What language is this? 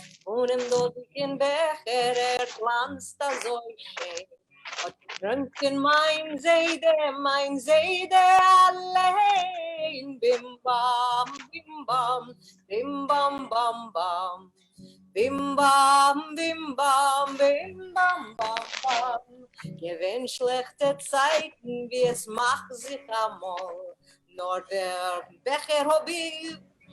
Yiddish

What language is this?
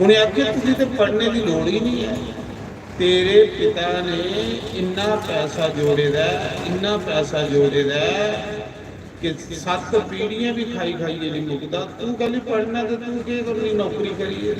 Dogri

